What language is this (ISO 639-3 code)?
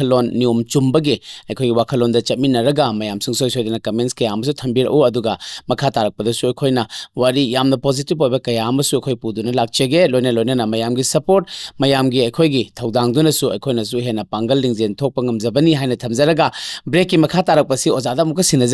mni